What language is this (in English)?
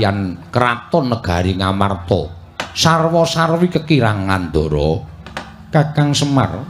Javanese